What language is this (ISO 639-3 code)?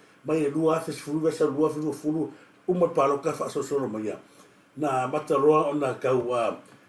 smo